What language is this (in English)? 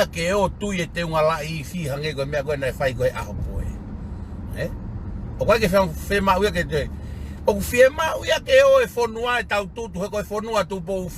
Tongan